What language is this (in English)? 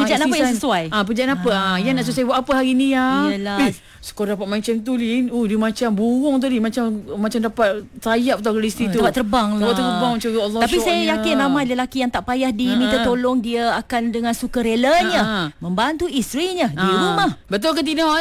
Malay